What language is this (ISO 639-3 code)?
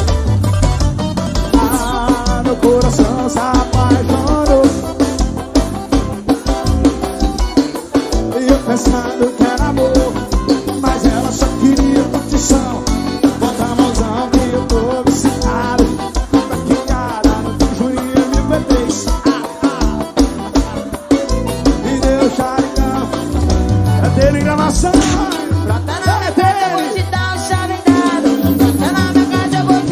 por